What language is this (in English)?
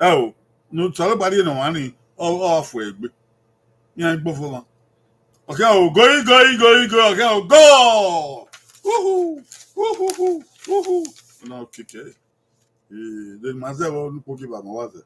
Bini